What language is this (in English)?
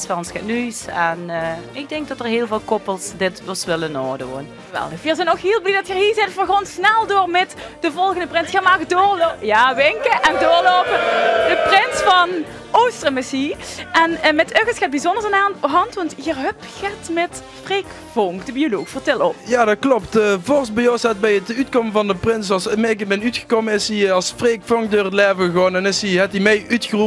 Limburgish